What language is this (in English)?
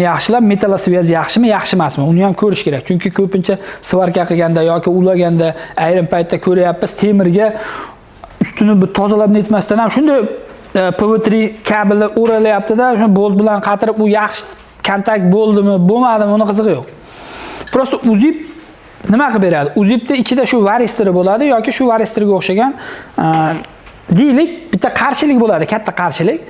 Uzbek